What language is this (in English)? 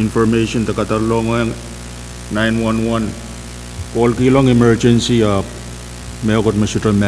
Pohnpeian